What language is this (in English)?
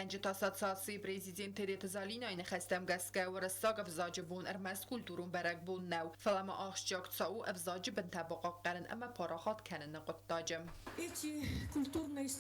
Ossetic